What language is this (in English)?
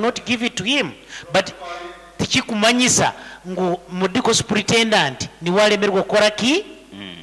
Nyankole